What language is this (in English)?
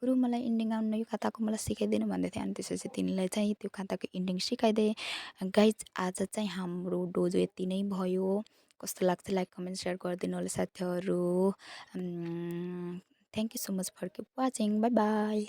Nepali